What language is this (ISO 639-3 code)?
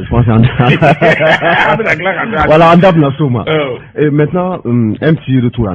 bam